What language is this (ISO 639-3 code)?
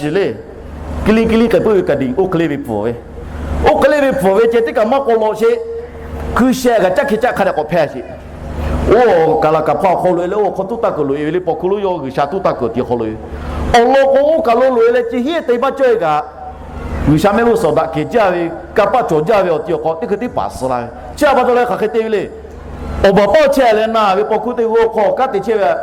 lhu